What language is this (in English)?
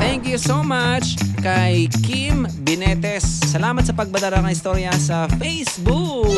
Bikol